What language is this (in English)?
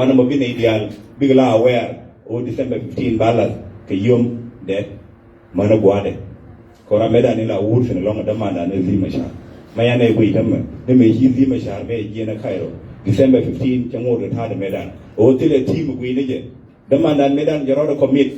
Nuer